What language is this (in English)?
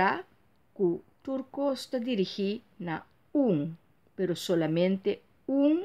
Papiamento